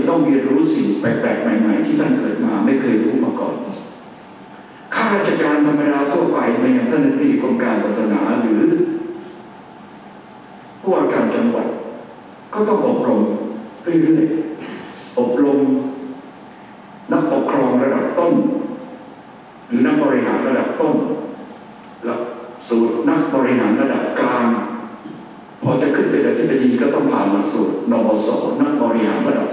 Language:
Thai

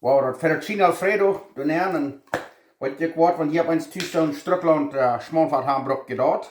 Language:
Plautdietsch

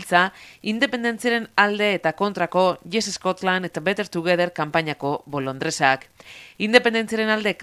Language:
Basque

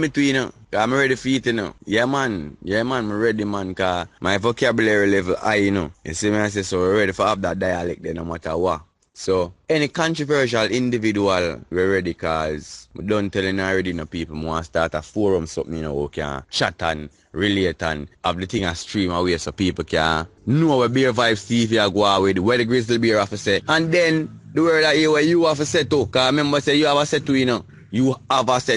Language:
Jamaican Creole English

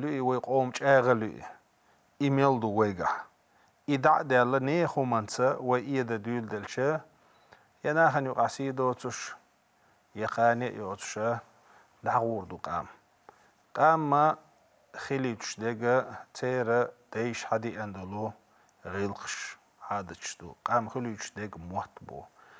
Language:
Chechen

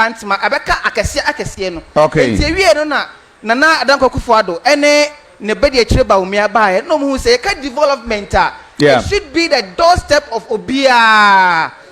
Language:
Akan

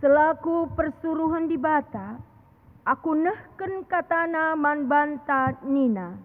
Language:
Batak Karo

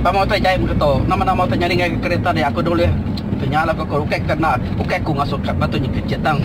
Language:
Iban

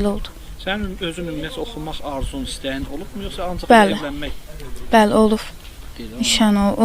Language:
Azerbaijani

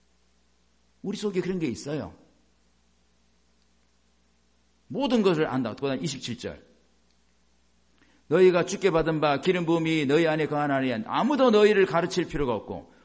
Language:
Korean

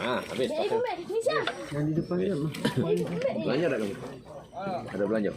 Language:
Musi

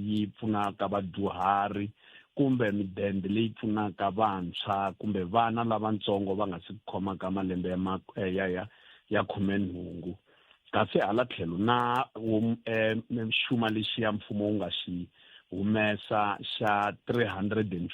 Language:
Tsonga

